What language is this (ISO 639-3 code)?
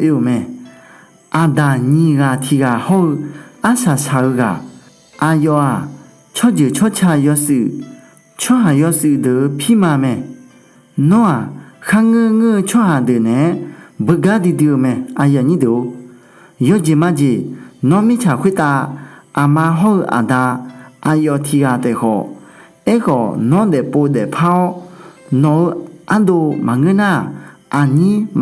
ahk